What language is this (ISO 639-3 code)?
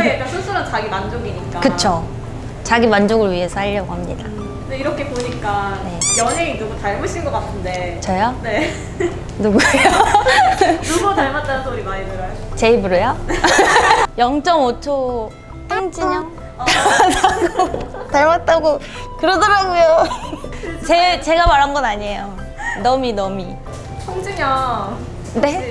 kor